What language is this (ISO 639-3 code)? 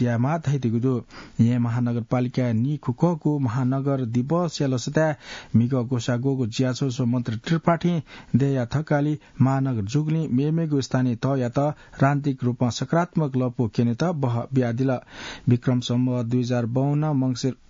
new